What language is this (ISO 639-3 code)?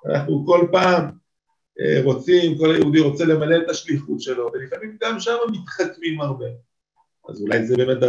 heb